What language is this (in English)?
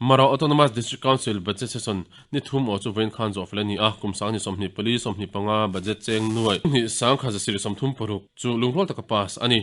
Mizo